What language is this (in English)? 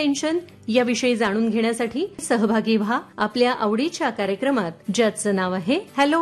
Marathi